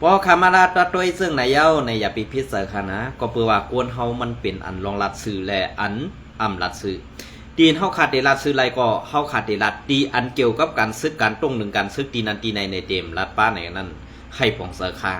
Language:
Shan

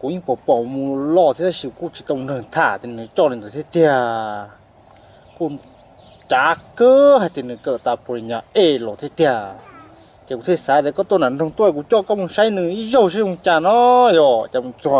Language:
Hmong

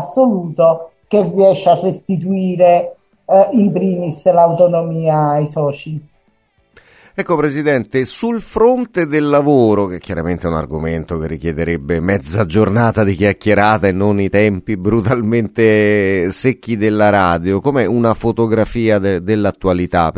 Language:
Italian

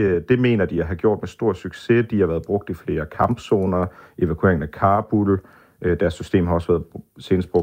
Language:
Danish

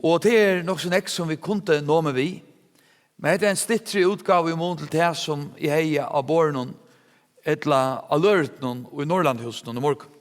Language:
Faroese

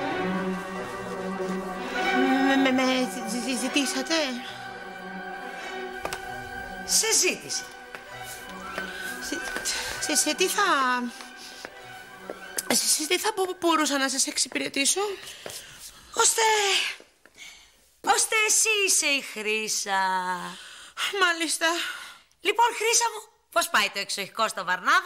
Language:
Greek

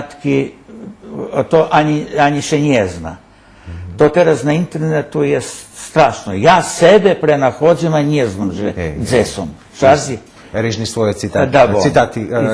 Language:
Rusyn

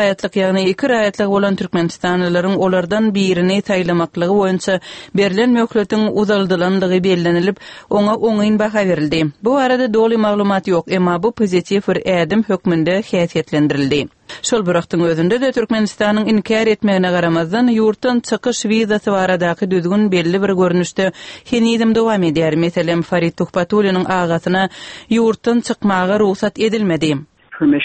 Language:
Turkmen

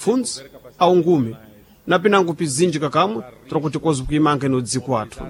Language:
Sena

